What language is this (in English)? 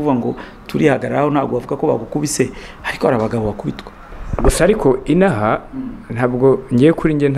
Kinyarwanda